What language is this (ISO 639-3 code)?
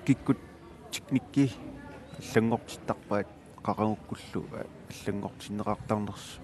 kal